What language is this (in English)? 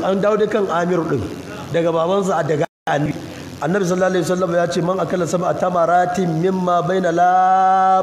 Hausa